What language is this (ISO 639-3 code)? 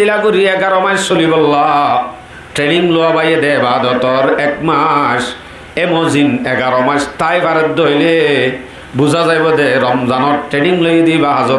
rhg